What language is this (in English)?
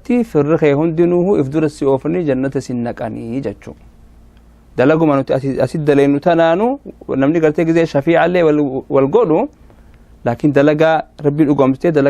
Oromo